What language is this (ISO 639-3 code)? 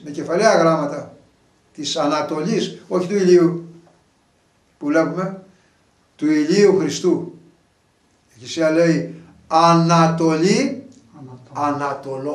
ell